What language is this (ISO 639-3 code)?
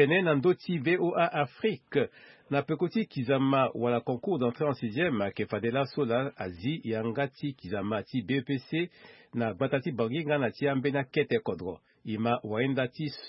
sag